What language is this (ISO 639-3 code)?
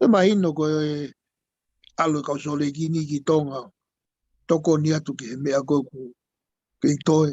ton